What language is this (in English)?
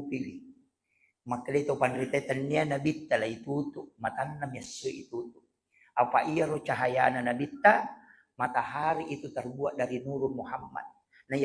Buginese